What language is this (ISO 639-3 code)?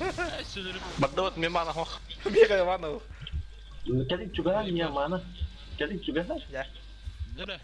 sah